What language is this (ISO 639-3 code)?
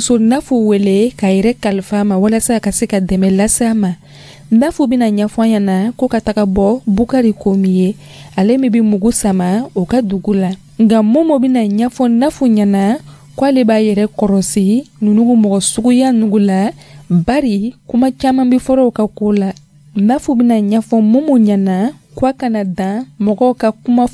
dyu